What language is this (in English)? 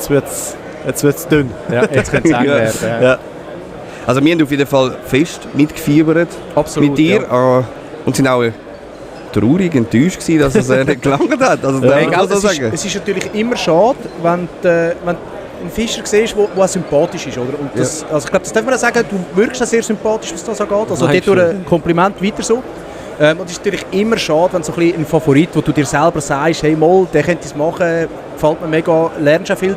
Swiss German